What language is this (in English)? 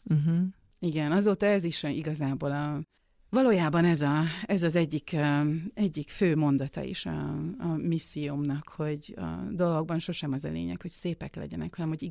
Hungarian